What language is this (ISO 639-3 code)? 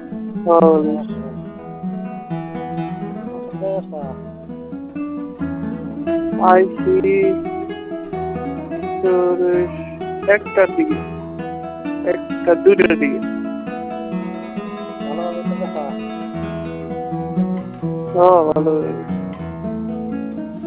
ben